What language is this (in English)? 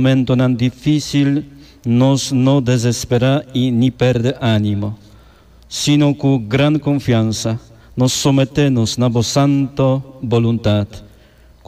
Papiamento